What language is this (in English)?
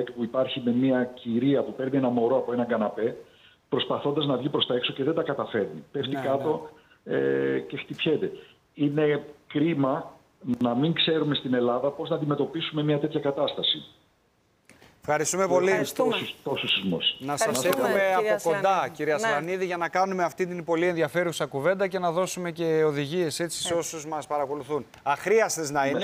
Greek